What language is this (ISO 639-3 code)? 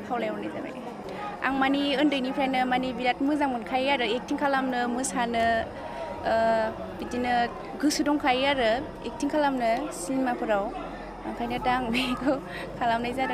brx